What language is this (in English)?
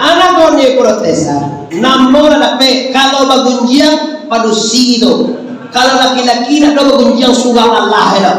Minangkabau